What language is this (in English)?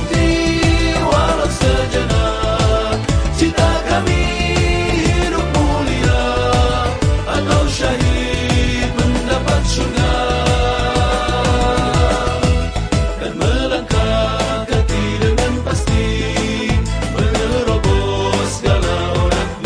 Malay